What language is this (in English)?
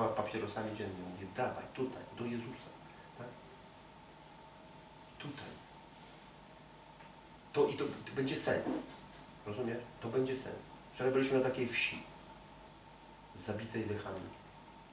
Polish